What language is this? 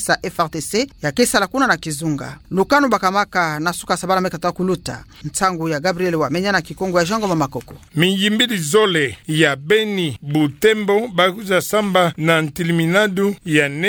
Kituba (Democratic Republic of Congo)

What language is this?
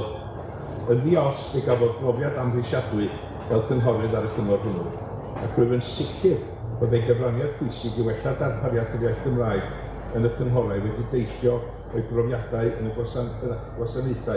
Welsh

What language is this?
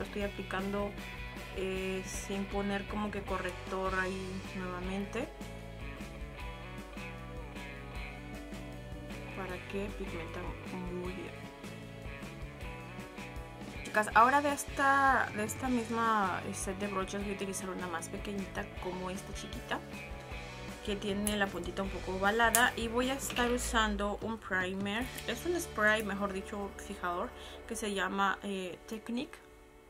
Spanish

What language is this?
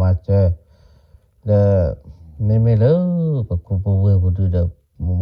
S'gaw Karen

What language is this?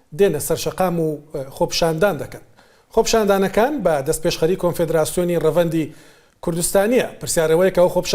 Central Kurdish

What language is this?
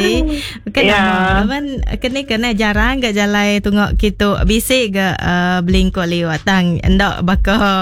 Iban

